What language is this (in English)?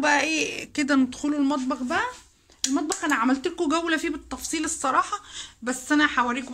Egyptian Arabic